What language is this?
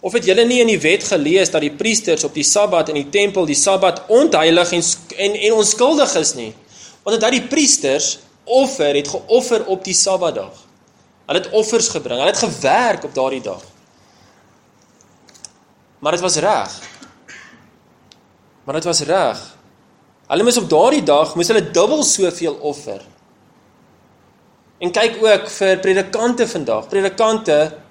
Afrikaans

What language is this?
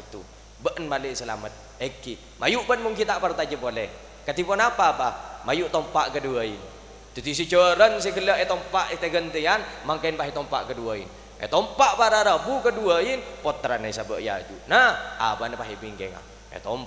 Madurese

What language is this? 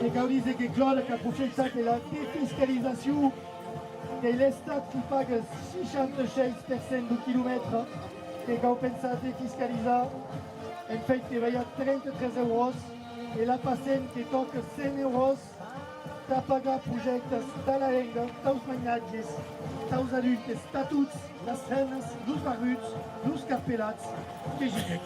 Occitan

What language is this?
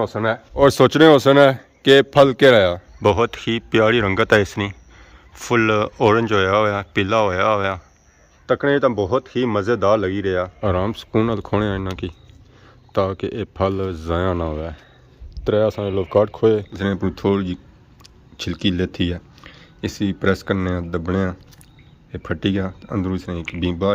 Pahari-Potwari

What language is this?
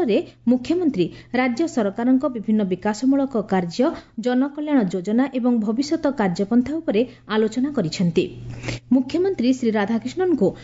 Odia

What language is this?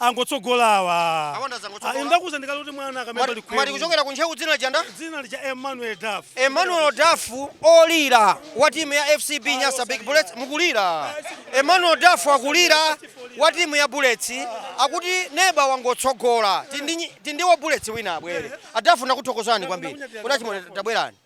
Nyanja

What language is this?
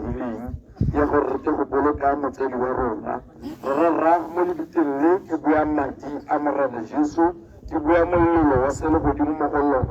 Tswana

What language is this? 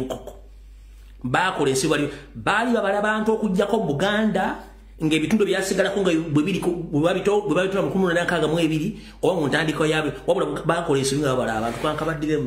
Ganda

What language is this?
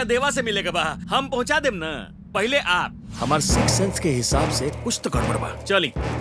Bhojpuri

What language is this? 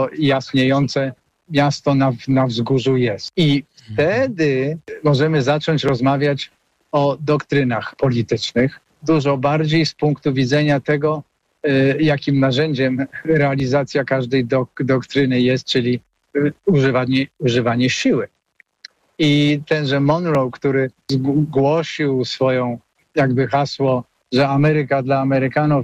Polish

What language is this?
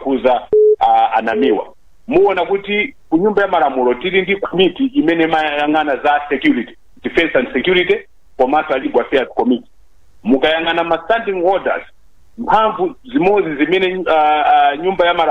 Nyanja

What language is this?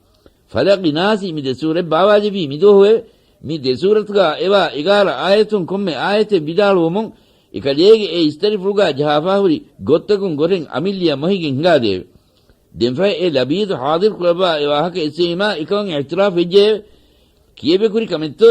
Divehi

